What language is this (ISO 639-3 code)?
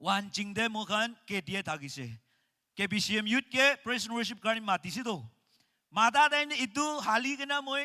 nag